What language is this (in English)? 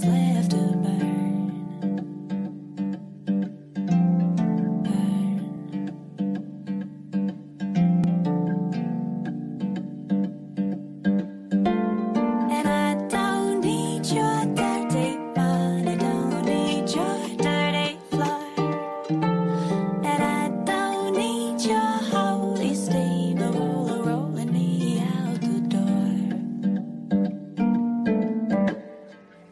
English